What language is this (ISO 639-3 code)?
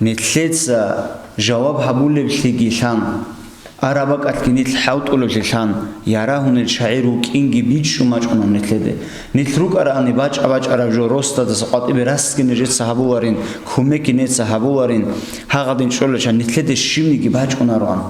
ava